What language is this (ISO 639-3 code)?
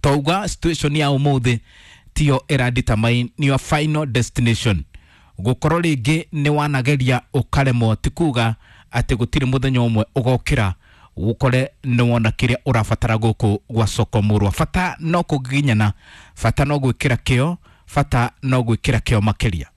kik